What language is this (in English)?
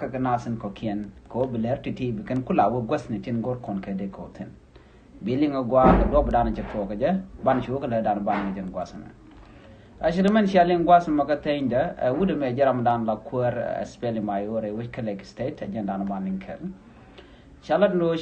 Nuer